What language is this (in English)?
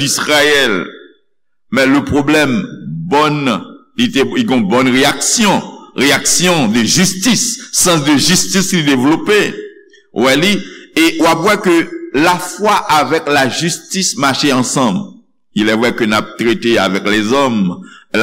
Haitian Creole